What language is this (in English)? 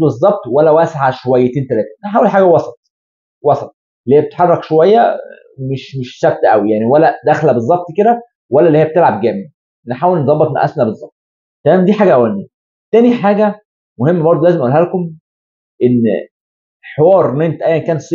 Egyptian Arabic